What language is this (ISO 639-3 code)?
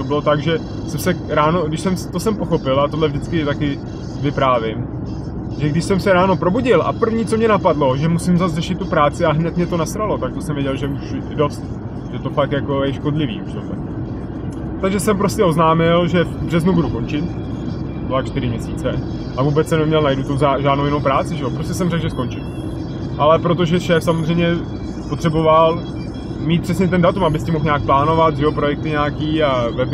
ces